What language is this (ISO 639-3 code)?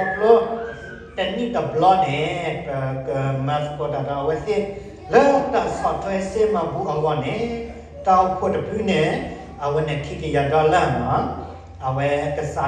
ksw